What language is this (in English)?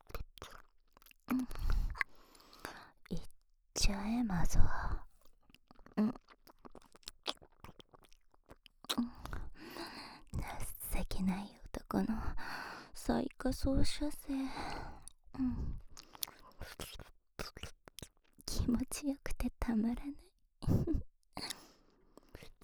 Japanese